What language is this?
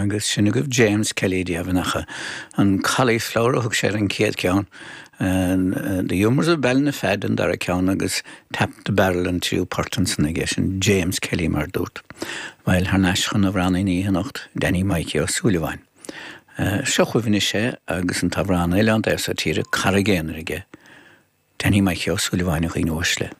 Irish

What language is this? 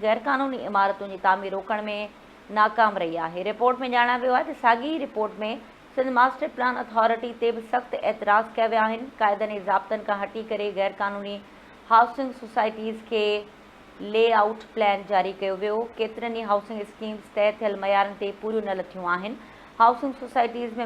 Sindhi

